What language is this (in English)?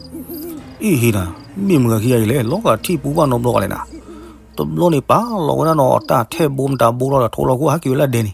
S'gaw Karen